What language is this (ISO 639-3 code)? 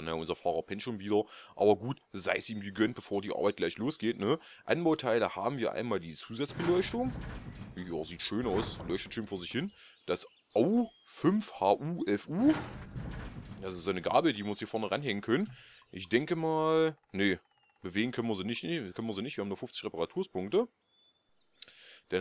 deu